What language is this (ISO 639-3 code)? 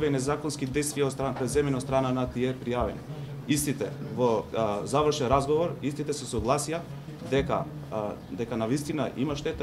mkd